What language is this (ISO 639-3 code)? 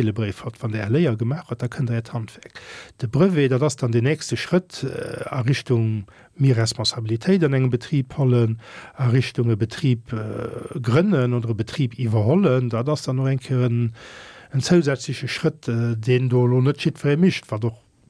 ltz